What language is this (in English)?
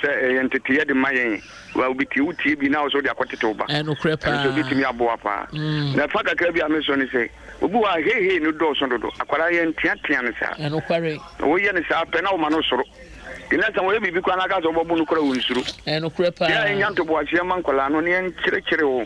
Akan